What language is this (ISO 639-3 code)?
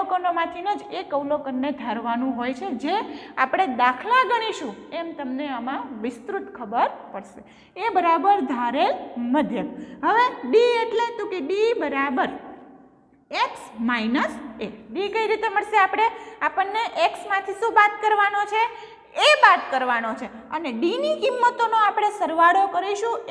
guj